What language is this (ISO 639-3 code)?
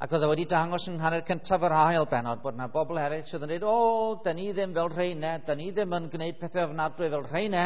cym